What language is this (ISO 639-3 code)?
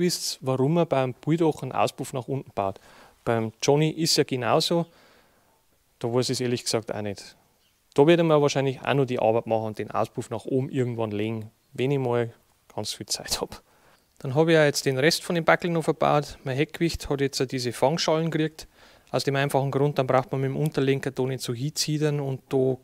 deu